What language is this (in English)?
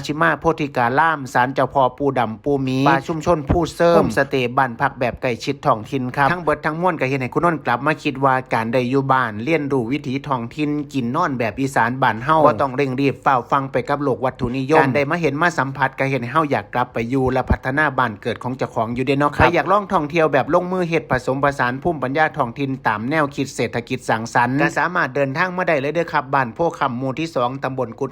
Northeastern Thai